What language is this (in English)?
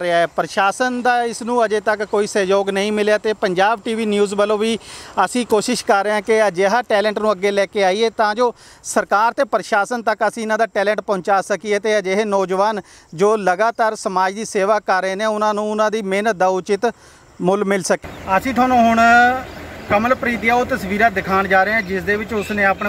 Punjabi